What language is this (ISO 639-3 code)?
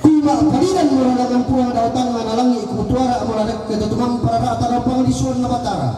sda